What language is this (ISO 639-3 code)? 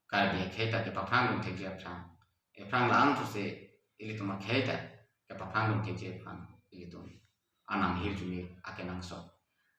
mjw